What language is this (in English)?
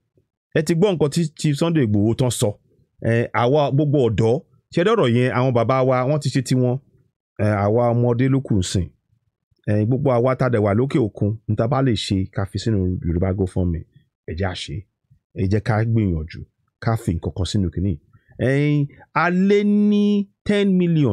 Yoruba